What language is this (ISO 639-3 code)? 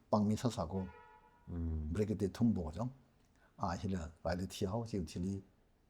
nmf